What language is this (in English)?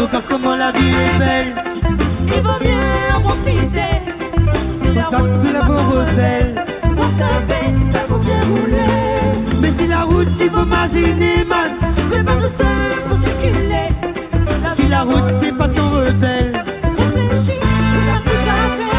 Réunion Creole French